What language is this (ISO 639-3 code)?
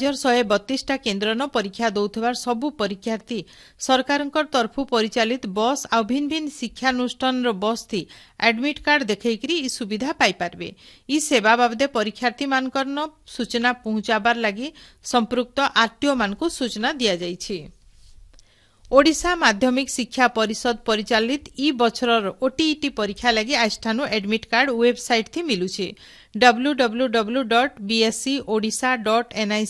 ori